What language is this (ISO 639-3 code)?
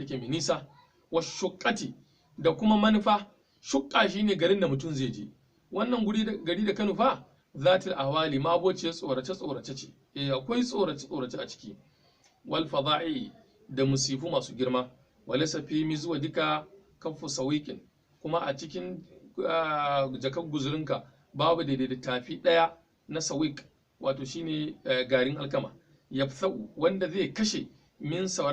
hau